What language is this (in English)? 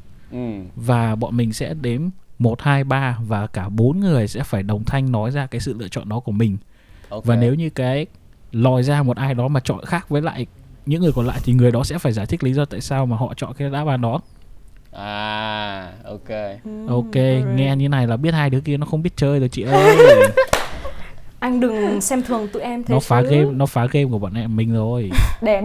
Vietnamese